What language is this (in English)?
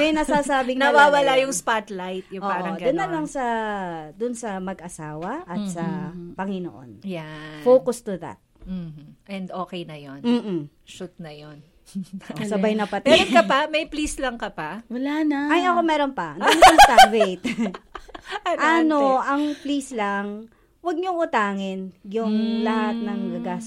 Filipino